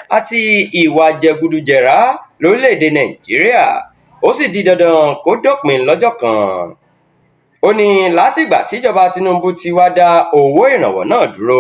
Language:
Yoruba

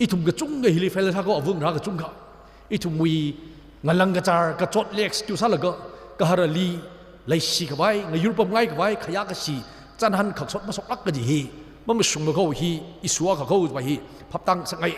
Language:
Tangkhul Naga (India)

